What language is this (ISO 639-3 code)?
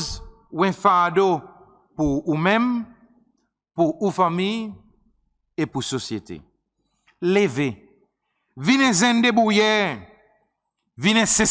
crs